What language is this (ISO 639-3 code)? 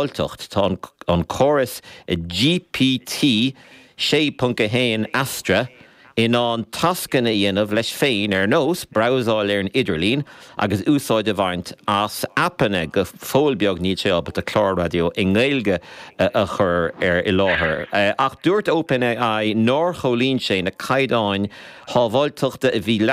gle